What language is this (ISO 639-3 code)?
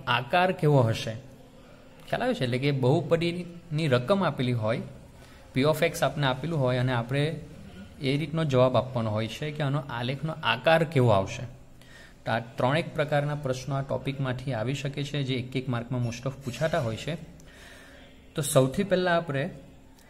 guj